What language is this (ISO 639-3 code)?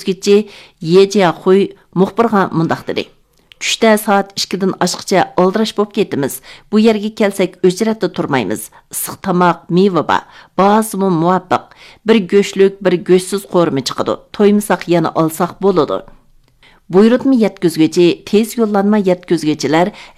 uig